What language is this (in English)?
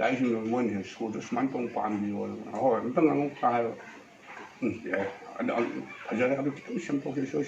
Manipuri